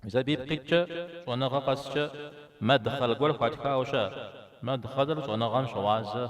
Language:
Kabardian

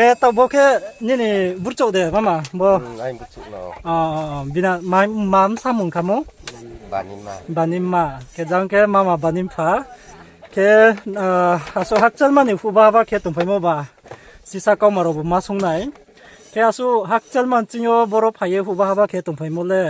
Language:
Riang (India)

